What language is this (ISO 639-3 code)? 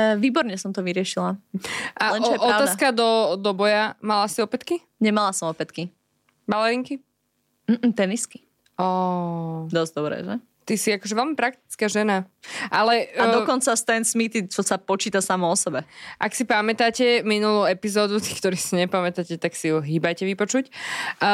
slk